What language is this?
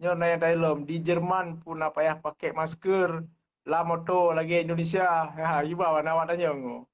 Achinese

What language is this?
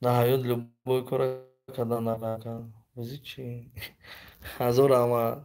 Tajik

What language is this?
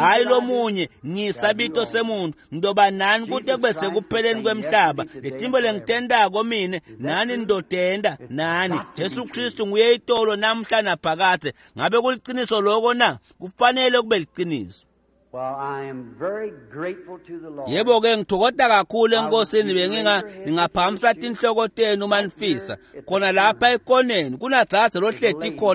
Swati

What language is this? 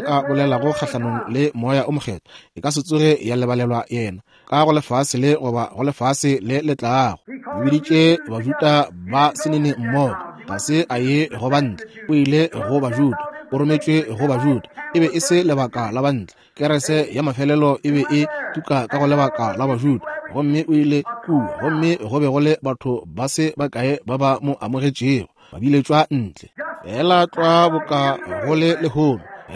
Northern Sotho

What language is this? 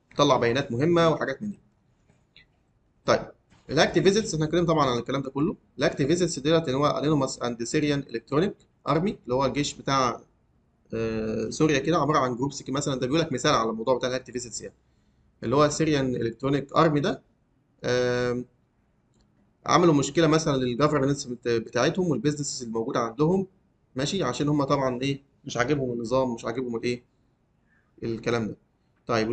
Egyptian Arabic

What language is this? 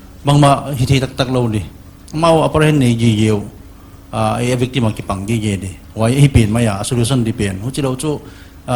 Paite Chin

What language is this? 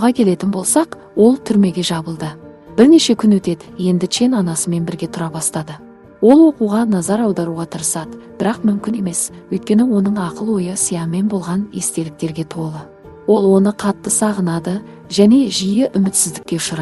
Kazakh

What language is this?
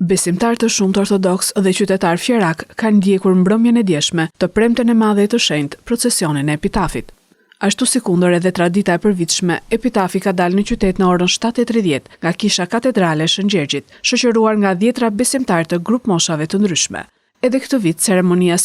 Albanian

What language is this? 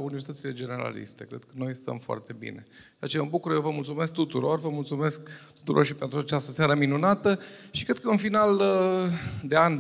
Romanian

